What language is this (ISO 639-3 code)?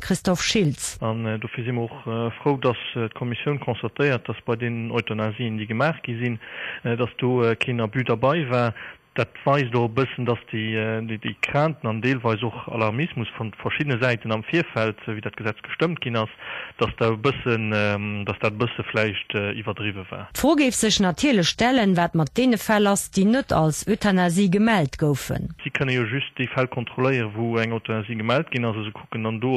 ltz